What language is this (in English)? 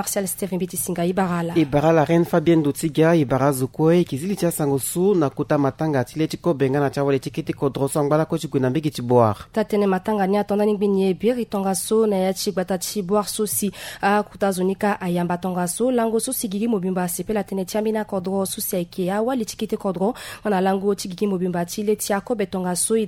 Sango